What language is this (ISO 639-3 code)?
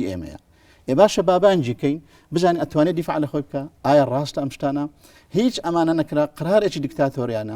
ckb